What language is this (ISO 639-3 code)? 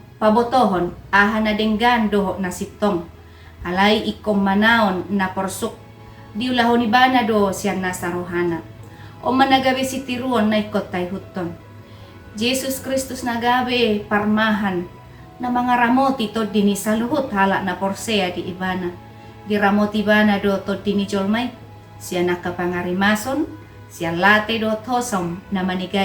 bbc